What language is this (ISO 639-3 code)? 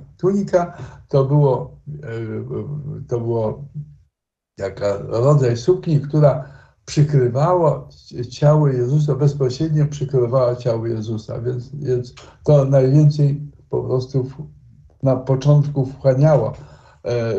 pol